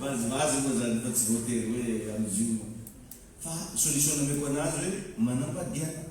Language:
Malagasy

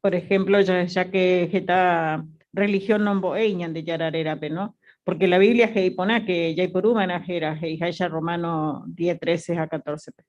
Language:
Guarani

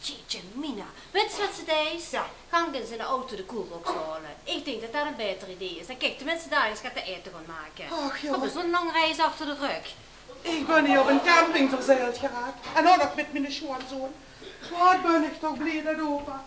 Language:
Limburgish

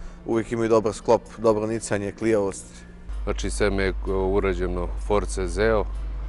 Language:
Serbian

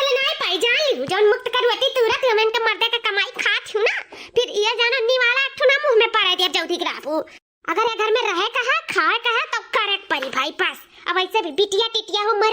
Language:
Awadhi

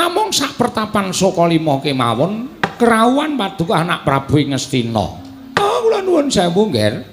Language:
Javanese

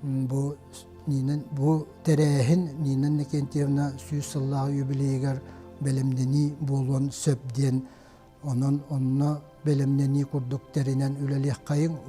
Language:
Yakut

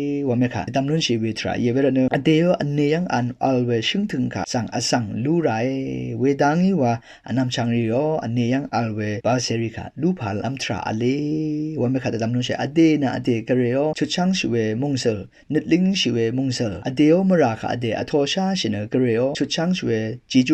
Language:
Rawang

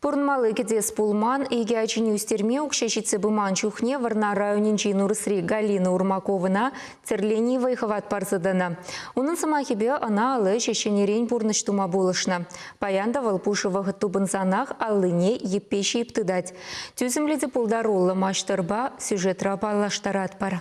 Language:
Chuvash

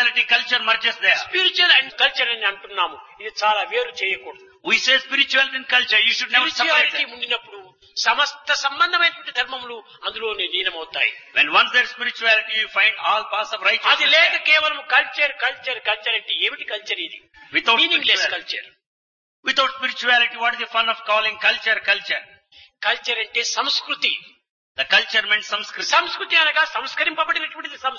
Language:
Telugu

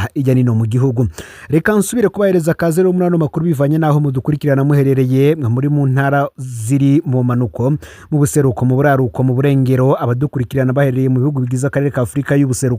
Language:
Rundi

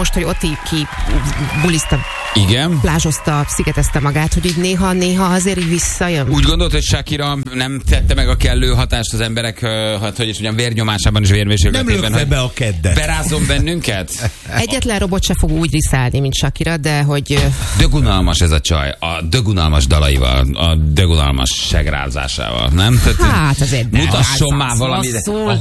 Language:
Hungarian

